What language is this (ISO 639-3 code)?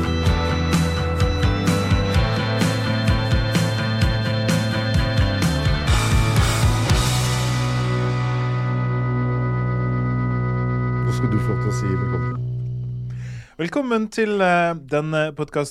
nor